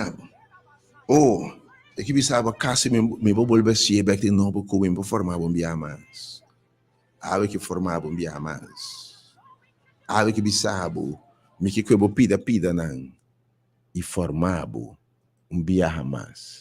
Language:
Papiamento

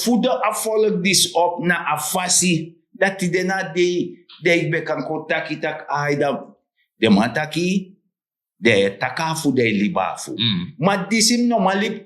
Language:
Sranan Tongo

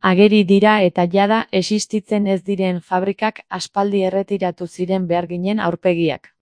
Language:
Basque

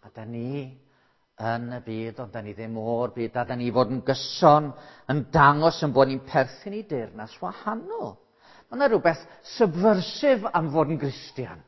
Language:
Welsh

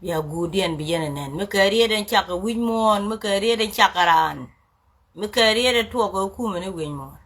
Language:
Nuer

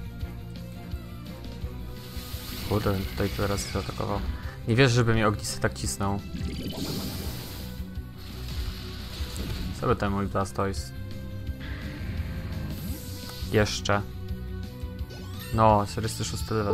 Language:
Polish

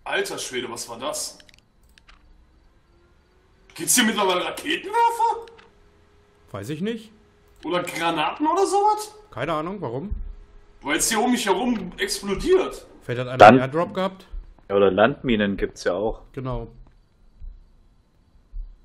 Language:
German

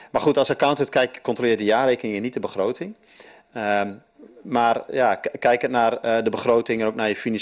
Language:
Dutch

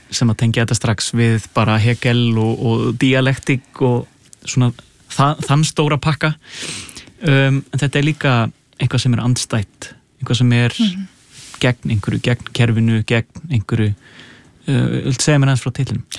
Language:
Icelandic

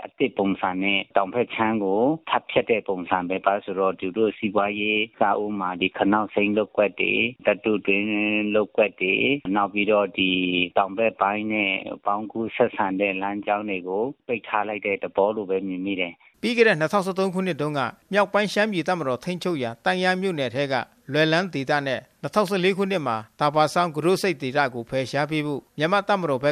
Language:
Burmese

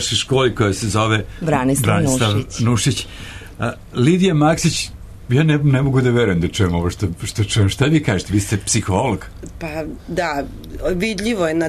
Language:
Serbian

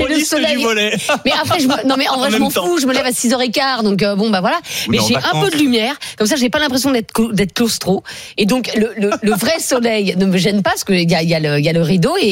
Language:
French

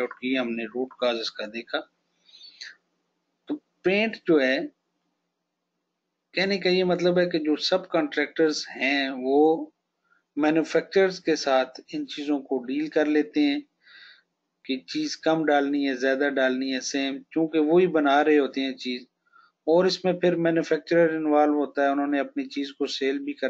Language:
Hindi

